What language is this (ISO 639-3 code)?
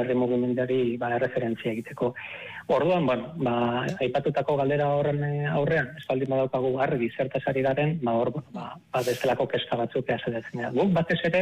eus